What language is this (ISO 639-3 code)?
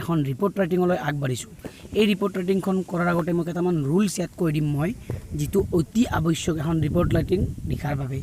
asm